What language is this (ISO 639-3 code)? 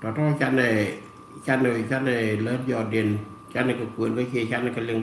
nus